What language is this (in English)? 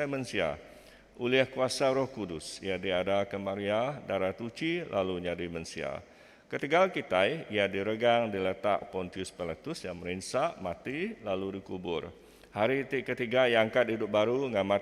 Iban